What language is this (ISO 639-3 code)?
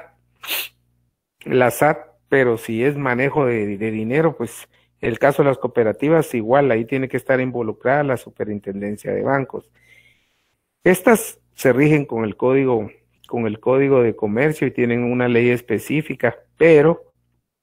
spa